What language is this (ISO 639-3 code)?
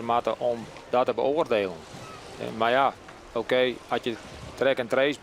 fry